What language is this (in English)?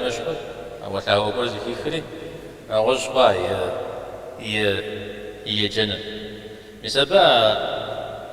Kabardian